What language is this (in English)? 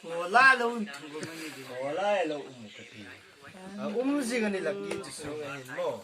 Hmar